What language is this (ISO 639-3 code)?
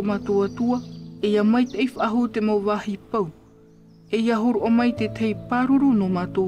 tah